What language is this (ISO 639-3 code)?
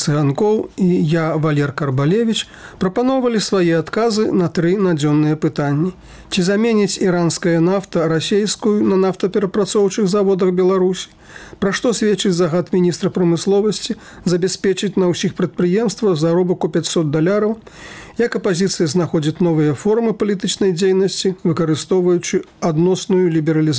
bel